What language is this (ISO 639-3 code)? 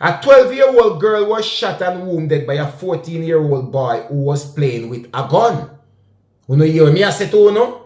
jam